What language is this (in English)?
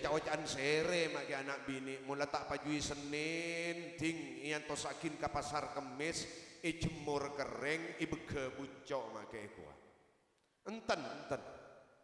Madurese